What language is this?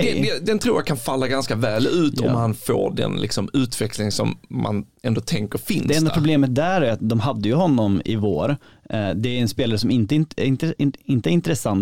Swedish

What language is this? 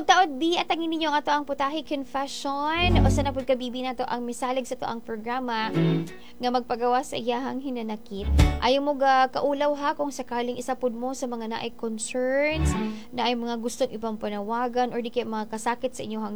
Cebuano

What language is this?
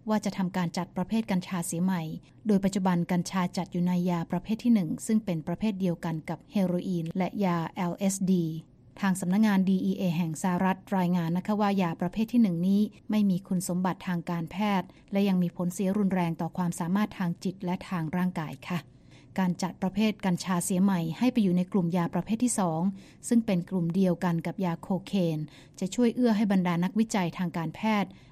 Thai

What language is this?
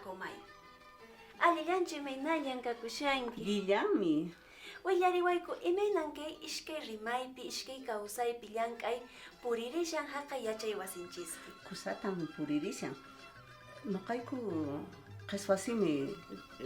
Quechua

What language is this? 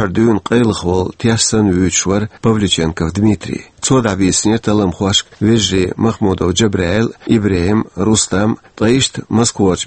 Chechen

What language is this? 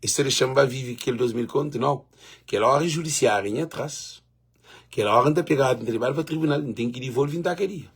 Kabuverdianu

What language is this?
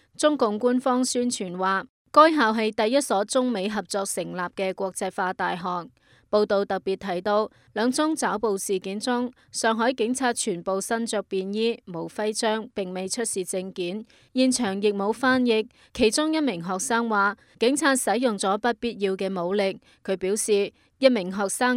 Cantonese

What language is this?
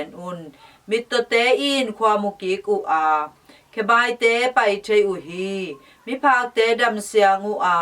Tedim Chin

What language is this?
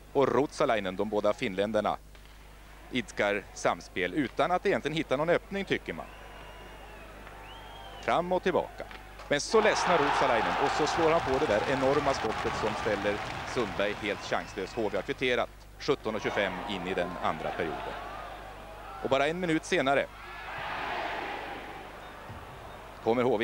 Swedish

